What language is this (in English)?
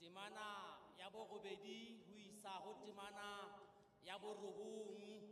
Southern Sotho